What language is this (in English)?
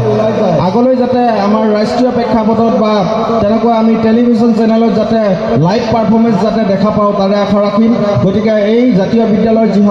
Assamese